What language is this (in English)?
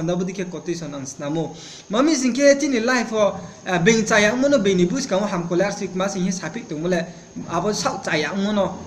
Riang (India)